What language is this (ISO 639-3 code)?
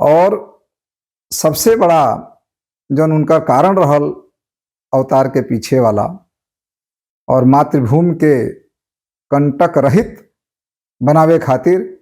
bho